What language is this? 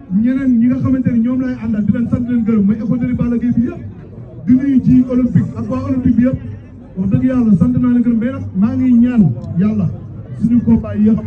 Wolof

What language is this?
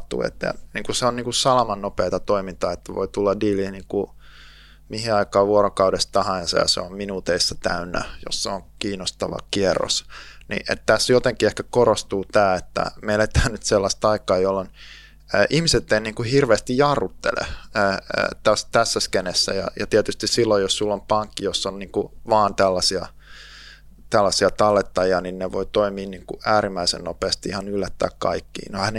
Finnish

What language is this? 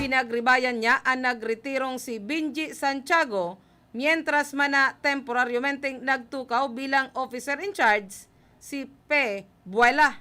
Bikol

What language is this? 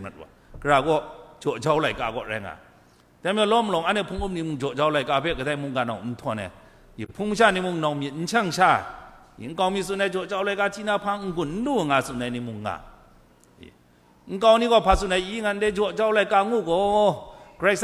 Kachin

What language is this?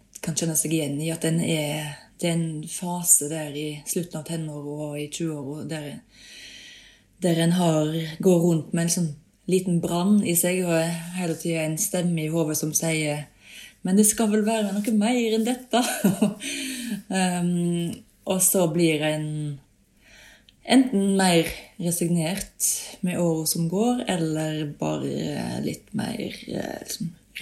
Norwegian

